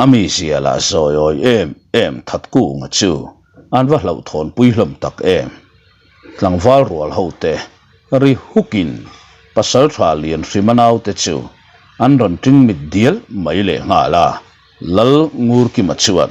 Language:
Mizo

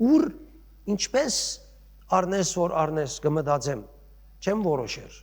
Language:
Western Armenian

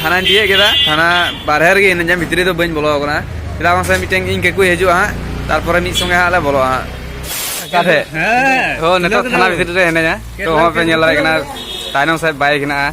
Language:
Santali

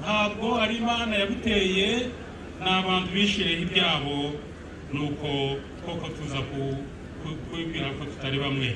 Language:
Nyankole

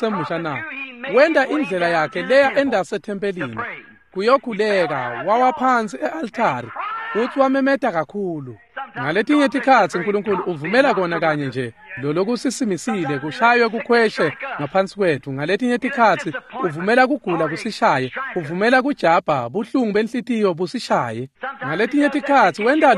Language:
Swati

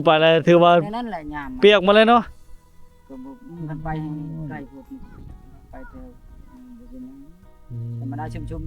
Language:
Lao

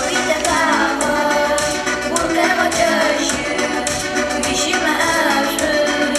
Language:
Adyghe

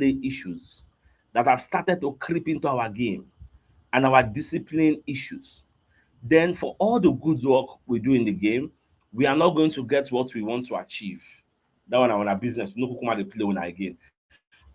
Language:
Nigerian Pidgin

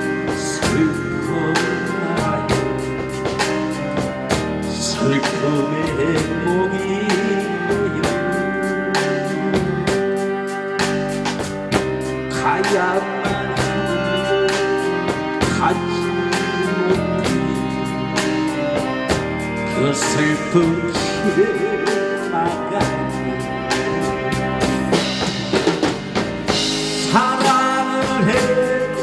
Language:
Korean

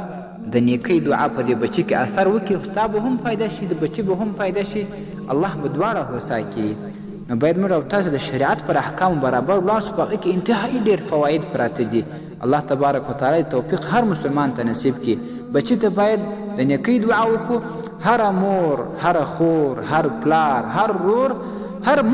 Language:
Pashto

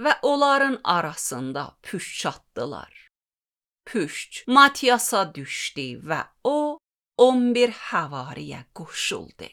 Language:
Azerbaijani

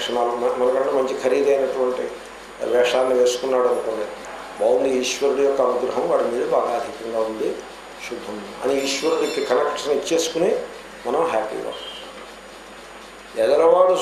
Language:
Telugu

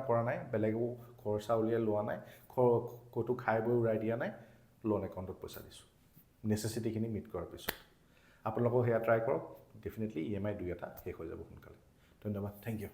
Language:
Assamese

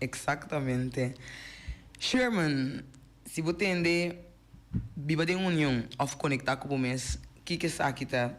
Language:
Papiamento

